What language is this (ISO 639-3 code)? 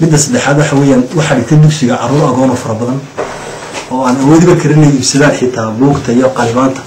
som